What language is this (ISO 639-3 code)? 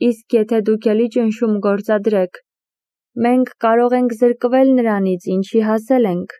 hye